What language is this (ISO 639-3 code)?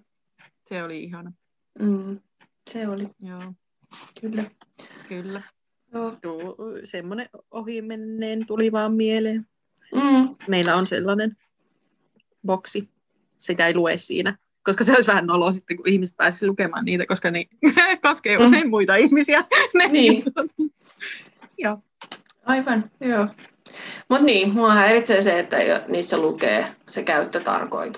fin